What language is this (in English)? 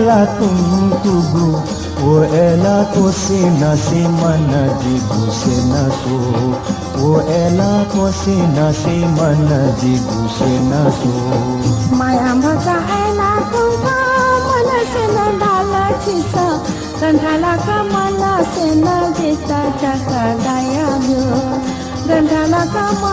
Newari